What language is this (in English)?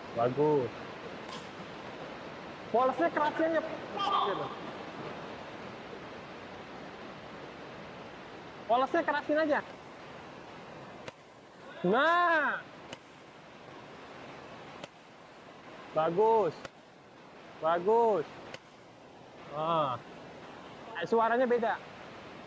Indonesian